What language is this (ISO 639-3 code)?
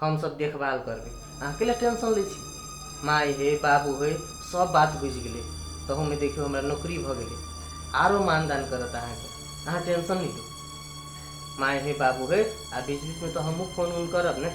mai